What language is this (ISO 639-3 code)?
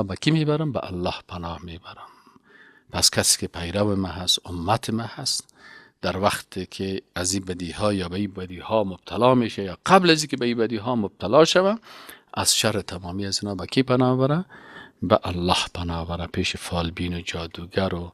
fas